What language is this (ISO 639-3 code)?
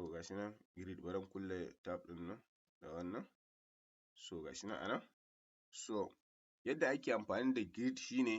hau